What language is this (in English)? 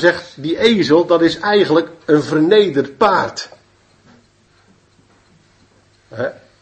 Dutch